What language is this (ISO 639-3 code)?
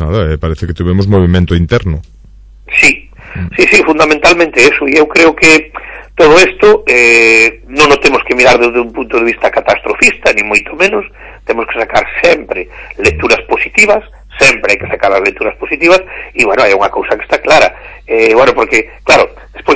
glg